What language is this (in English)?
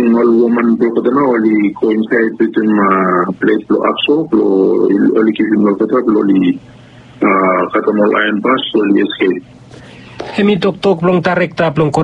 Bislama